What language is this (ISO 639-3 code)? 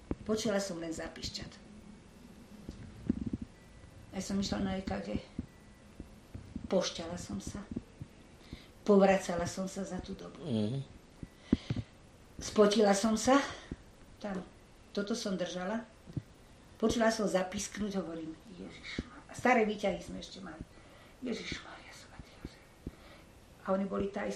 slk